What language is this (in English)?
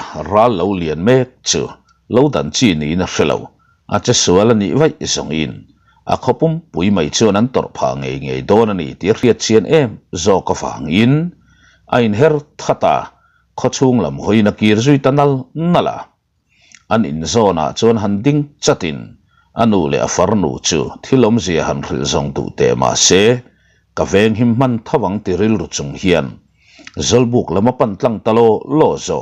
Mizo